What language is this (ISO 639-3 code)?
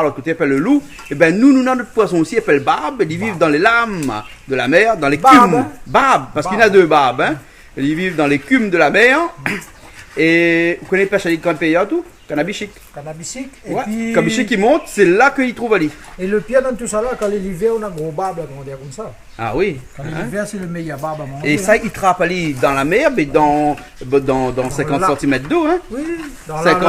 rcf